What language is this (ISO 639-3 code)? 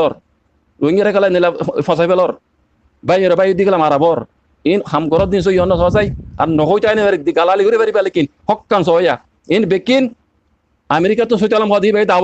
rhg